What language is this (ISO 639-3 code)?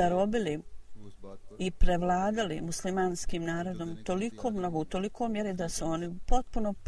bos